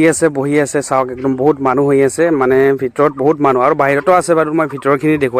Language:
Assamese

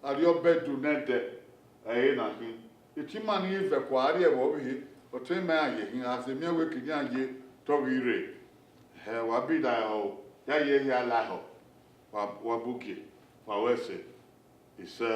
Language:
Bini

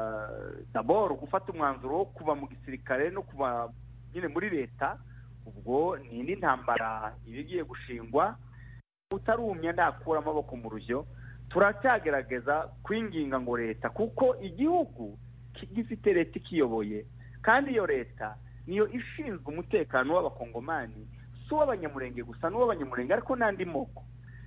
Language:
Kinyarwanda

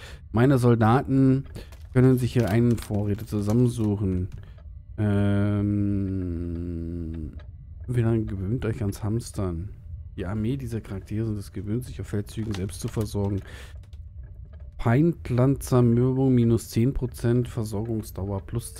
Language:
German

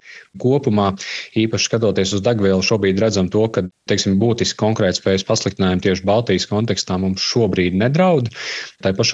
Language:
Latvian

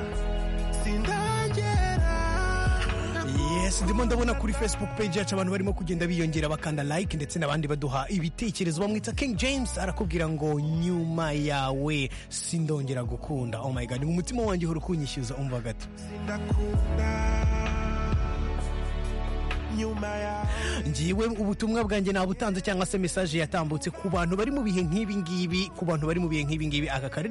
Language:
Kinyarwanda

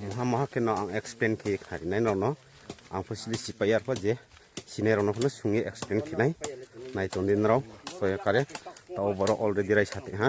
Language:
Riang (India)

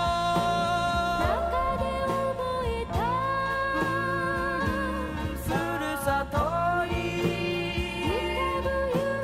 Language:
Japanese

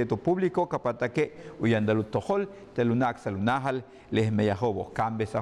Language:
Yucateco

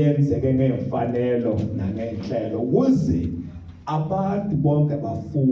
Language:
Zulu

